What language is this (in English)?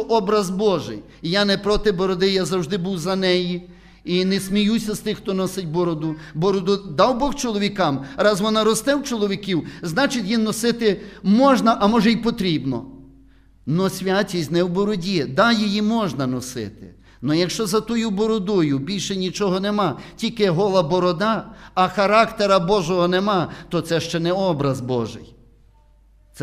Ukrainian